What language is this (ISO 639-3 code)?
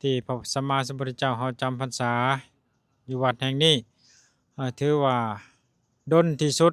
lao